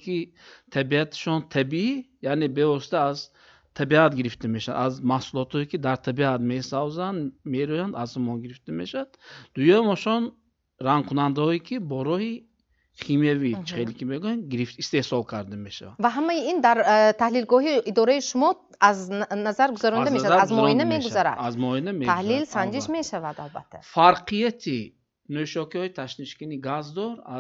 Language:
Tajik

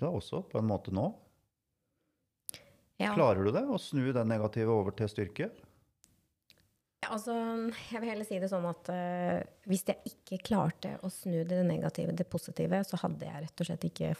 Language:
Norwegian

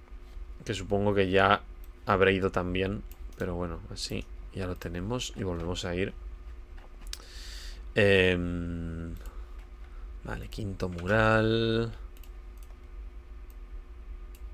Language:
Spanish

